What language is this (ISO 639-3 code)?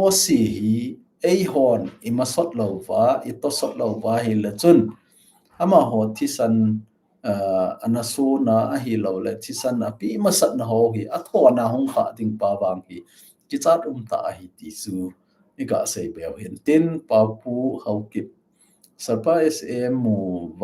tcz